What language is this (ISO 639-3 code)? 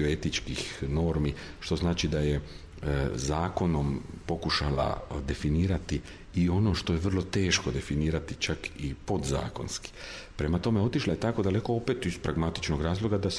hrv